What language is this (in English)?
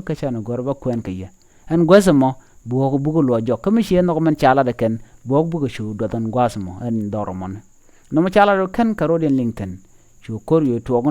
Nuer